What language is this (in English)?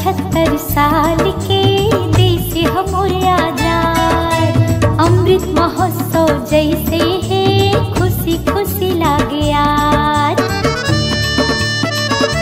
Bhojpuri